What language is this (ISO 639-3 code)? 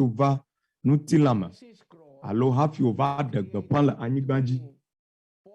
ewe